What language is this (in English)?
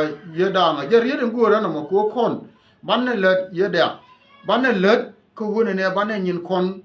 Nuer